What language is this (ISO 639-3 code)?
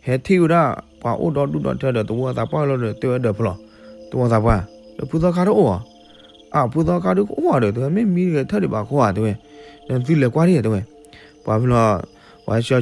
ksw